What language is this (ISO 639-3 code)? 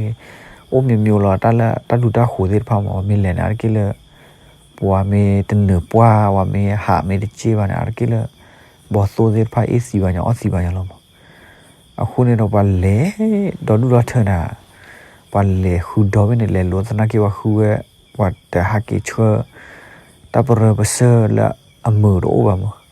ksw